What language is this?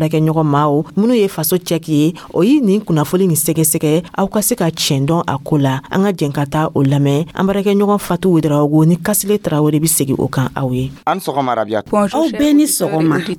Dyula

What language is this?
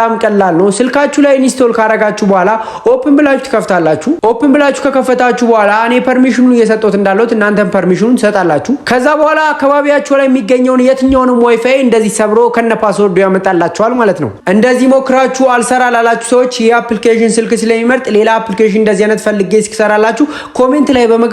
Amharic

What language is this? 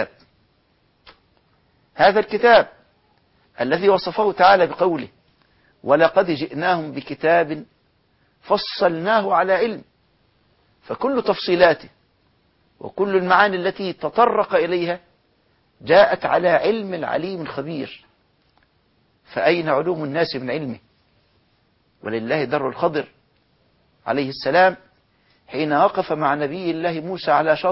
Arabic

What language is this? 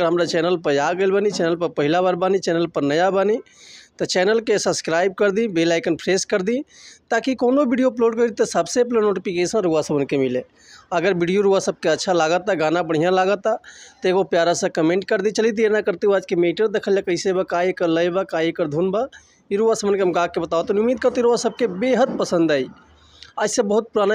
Bhojpuri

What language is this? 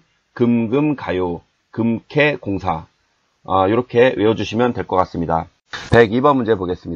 Korean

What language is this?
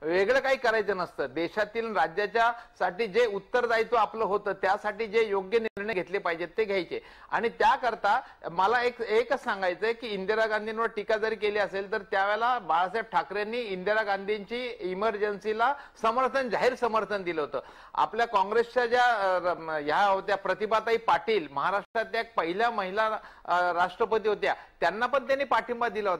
Marathi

